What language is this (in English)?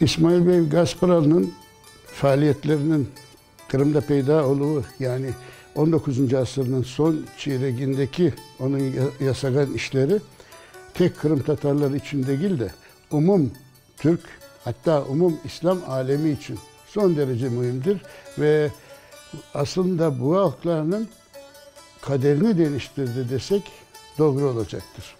Crimean Tatar